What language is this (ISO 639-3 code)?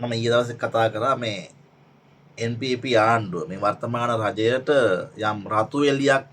sin